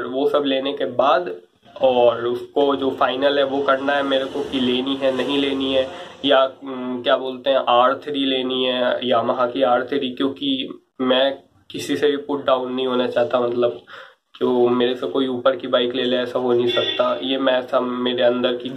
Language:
Hindi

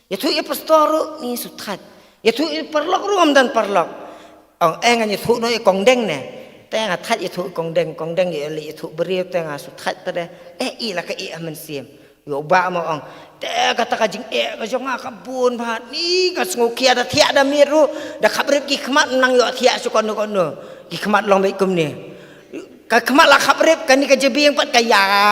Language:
Khasi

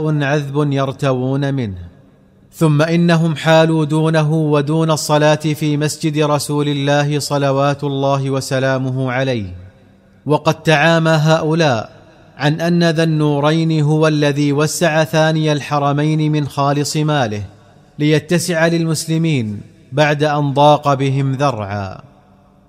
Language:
Arabic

